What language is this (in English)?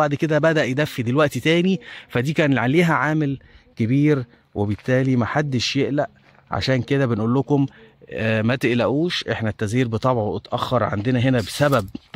Egyptian Arabic